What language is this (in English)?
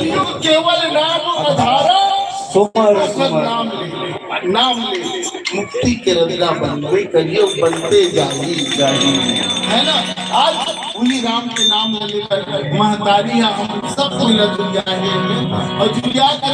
Chhattisgarhi